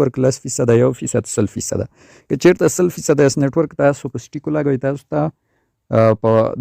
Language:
Pashto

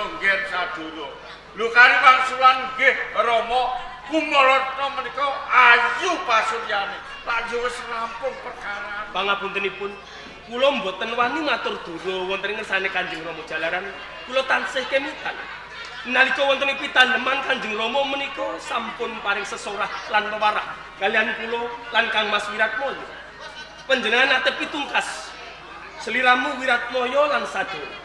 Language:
Javanese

